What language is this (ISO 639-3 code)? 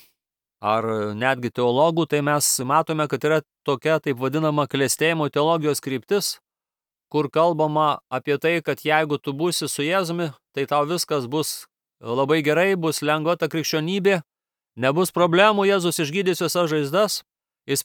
lit